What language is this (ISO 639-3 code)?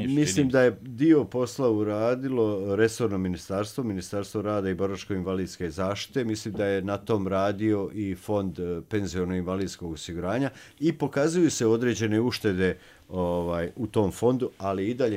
srp